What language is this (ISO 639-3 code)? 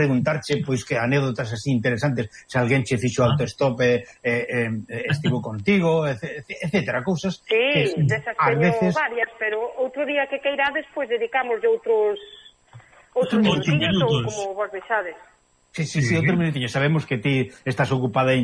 glg